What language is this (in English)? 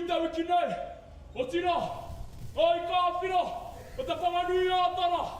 Māori